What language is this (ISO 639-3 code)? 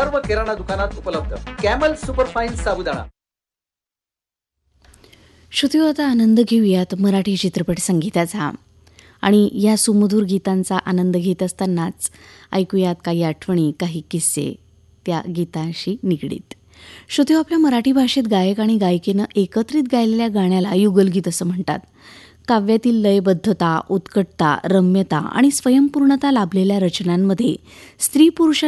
mar